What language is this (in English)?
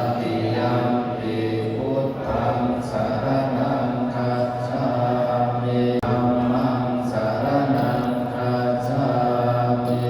Pali